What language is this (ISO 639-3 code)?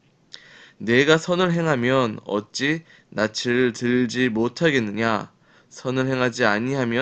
kor